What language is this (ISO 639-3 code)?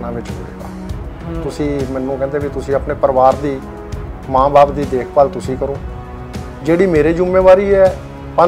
pan